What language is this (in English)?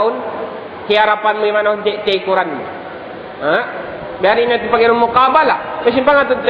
Tausug